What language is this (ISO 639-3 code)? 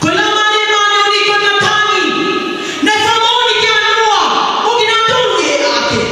ton